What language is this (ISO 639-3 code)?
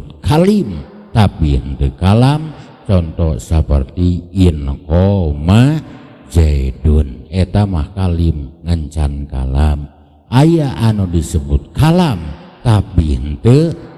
sun